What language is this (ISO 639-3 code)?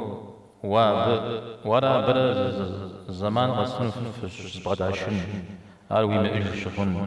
kbd